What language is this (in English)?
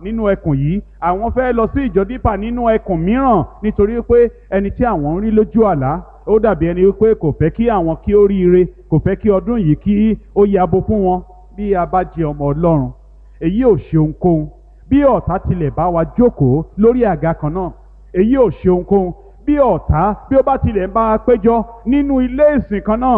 Yoruba